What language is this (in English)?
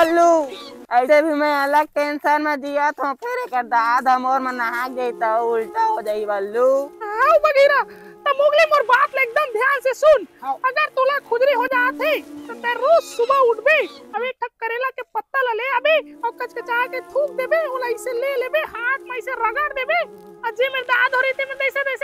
Chhattisgarhi